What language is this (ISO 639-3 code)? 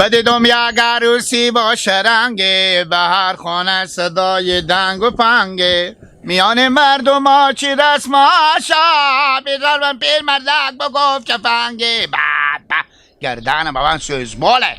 haz